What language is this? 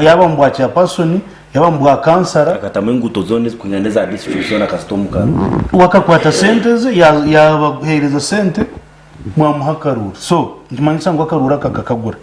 Nyankole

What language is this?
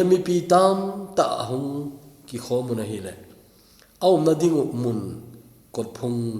Thado Chin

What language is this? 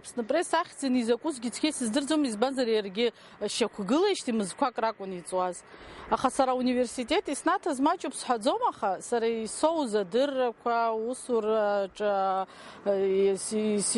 Abkhazian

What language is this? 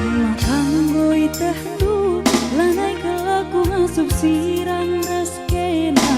Batak Karo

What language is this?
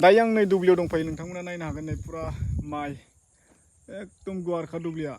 Bodo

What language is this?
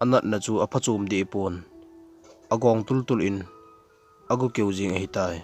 Thado Chin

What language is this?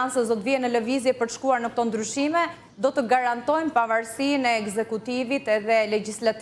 Albanian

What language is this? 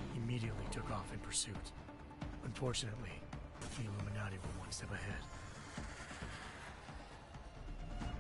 English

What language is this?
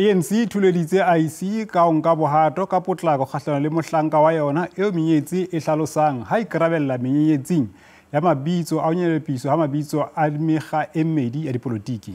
Southern Sotho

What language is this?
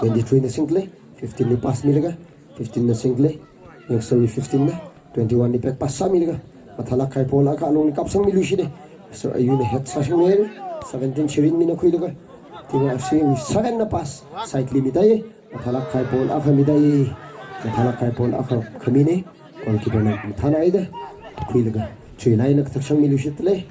Tangkhul Naga (India)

